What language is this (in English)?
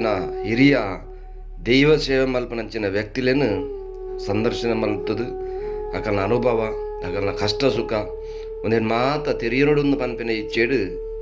Tulu